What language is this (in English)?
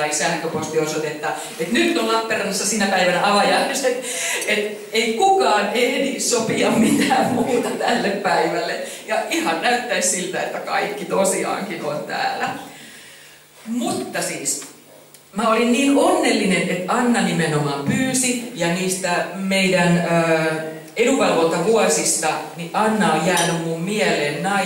Finnish